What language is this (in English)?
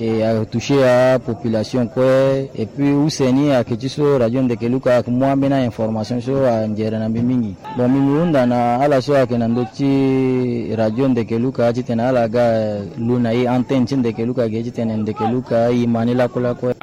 Sango